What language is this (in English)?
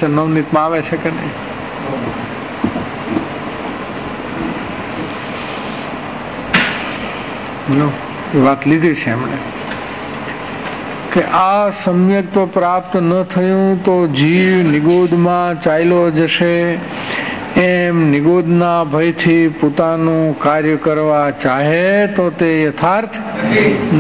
Gujarati